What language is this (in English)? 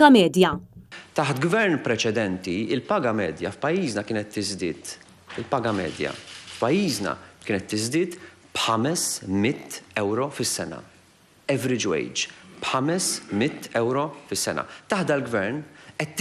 Maltese